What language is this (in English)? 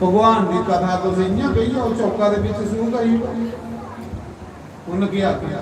Dogri